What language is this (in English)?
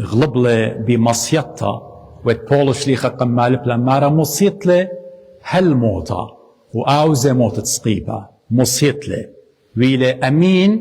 Assyrian Neo-Aramaic